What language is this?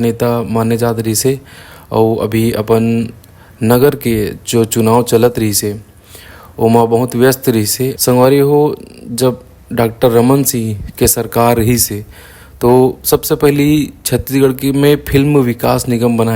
Chhattisgarhi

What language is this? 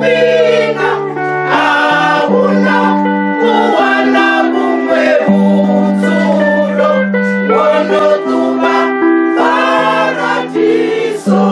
Venda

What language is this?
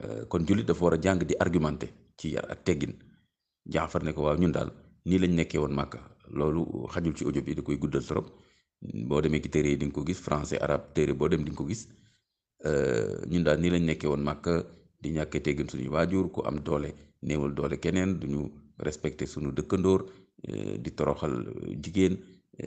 Wolof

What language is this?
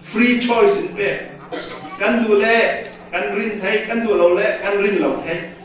Falam Chin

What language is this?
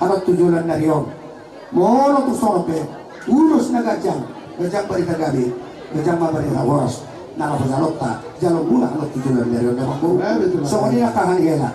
Batak Toba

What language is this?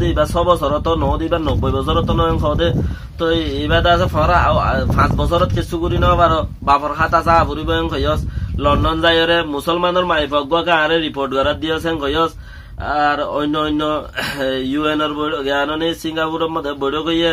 Rohingya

